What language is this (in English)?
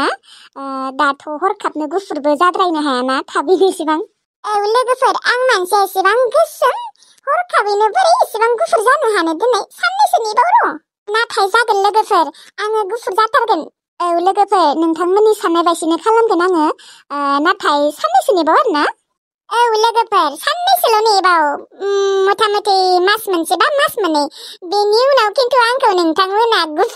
Bodo